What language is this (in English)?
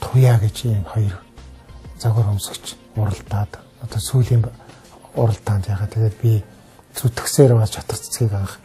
Mongolian